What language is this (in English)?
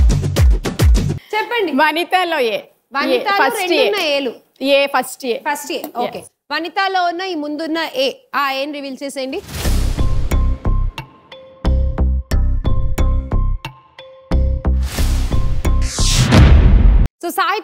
Telugu